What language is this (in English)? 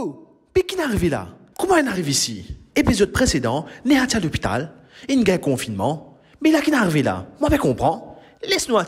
Morisyen